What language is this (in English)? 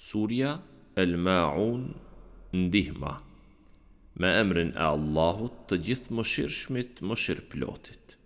Albanian